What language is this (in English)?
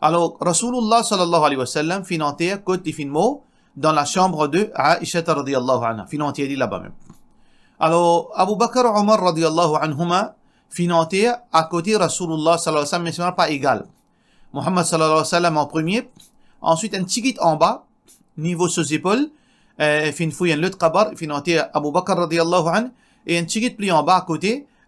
Morisyen